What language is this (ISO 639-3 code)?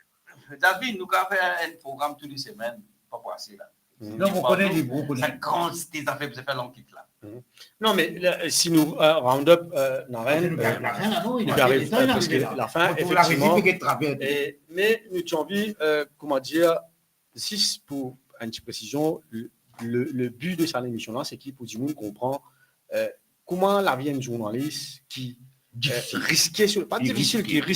mfe